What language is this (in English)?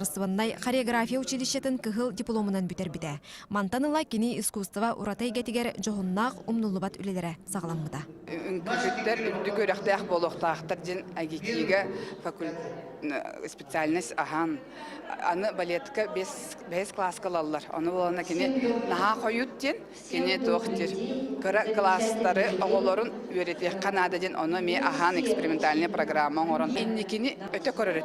Yakut